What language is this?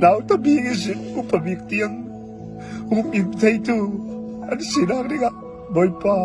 Hakha Chin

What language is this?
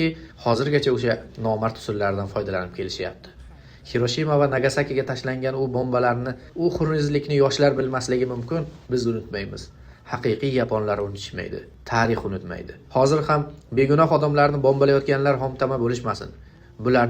Uzbek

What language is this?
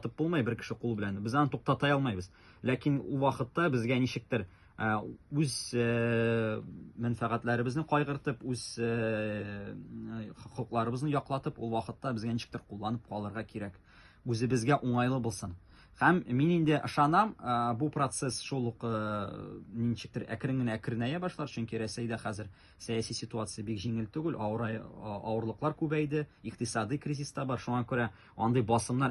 Tatar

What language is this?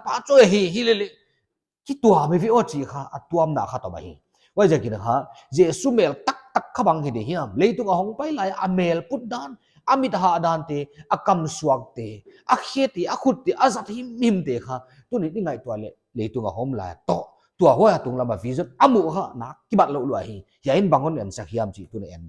Paite Chin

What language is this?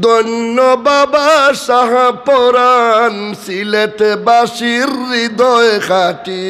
Sylheti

